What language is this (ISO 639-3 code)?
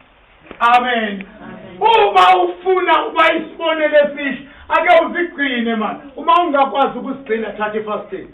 zul